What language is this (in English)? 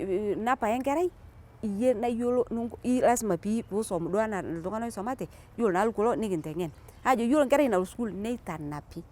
Masai